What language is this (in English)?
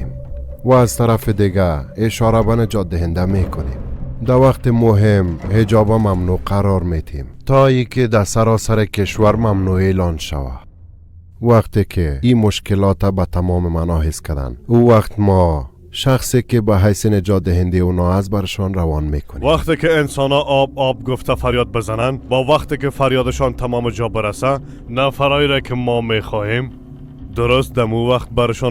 Persian